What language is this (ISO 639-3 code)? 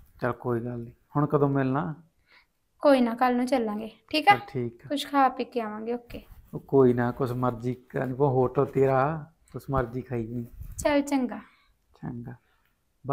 pan